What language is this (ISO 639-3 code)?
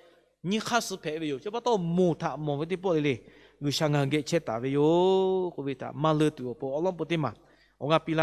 lhu